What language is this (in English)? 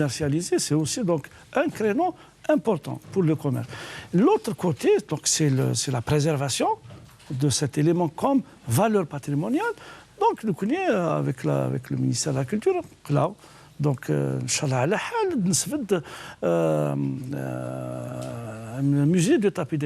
Kabyle